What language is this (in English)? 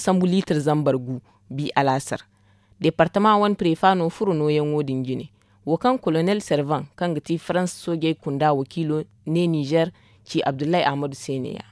Zarma